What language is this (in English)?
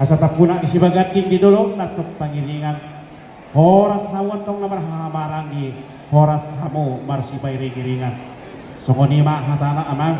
Batak Toba